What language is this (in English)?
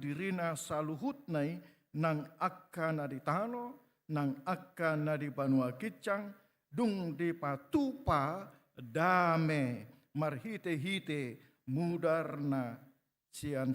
Batak Toba